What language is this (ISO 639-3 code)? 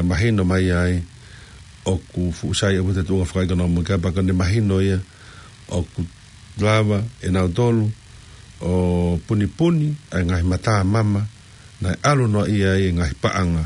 ton